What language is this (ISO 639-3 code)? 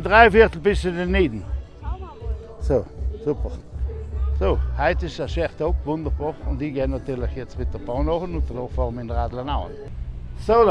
bar